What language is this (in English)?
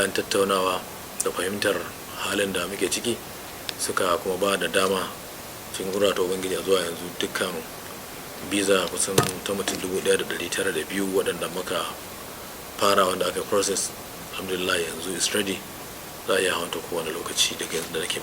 Hausa